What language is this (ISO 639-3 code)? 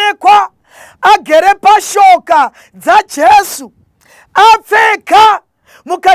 sna